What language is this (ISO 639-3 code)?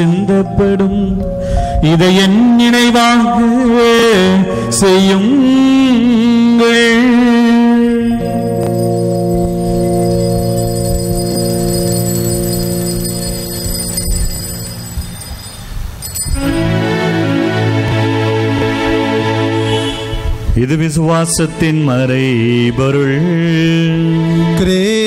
tam